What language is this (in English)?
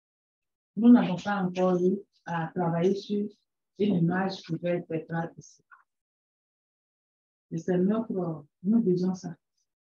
French